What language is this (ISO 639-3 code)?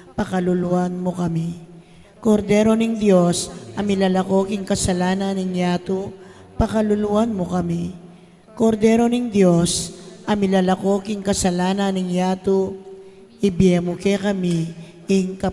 pam